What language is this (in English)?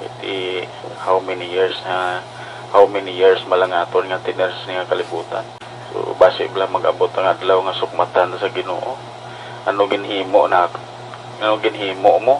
Hiligaynon